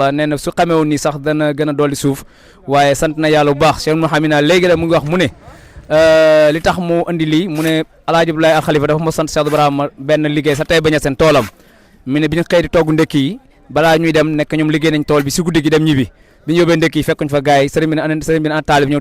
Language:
Wolof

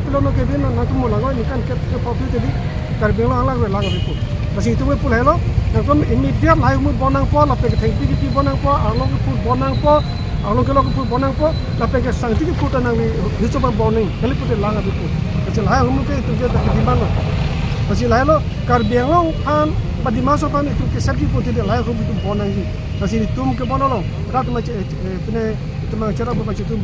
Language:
Karbi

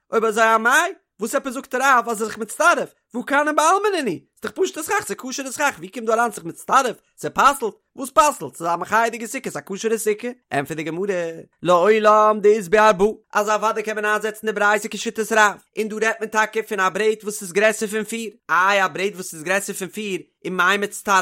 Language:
Yiddish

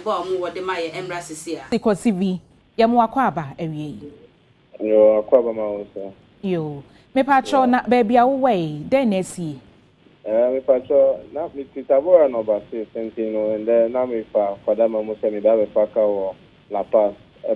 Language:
Akan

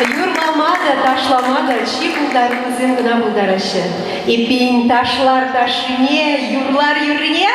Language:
Chuvash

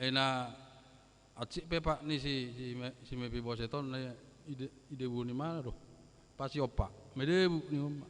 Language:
Batak Toba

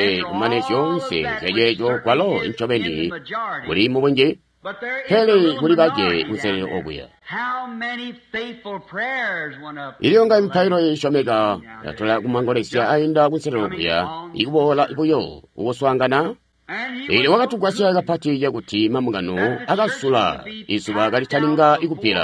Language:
Tonga (Zambia)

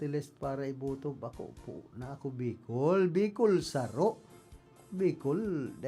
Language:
Bikol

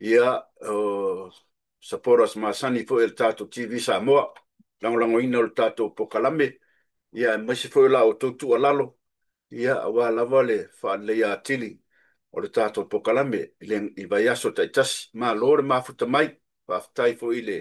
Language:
Samoan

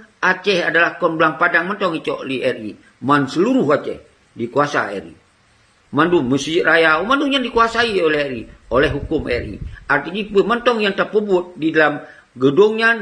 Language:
Achinese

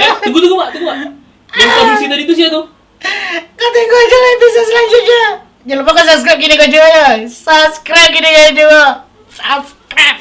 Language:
Minangkabau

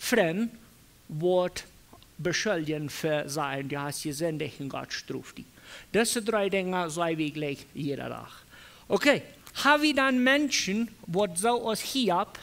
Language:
Plautdietsch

